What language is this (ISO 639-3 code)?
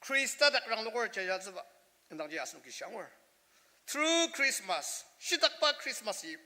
njo